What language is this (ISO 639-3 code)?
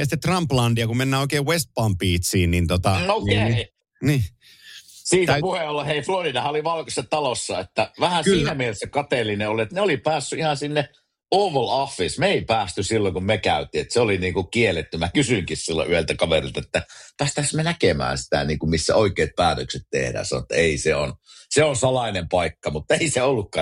fin